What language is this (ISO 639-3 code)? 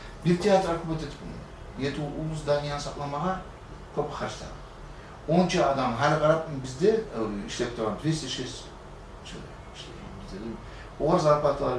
kum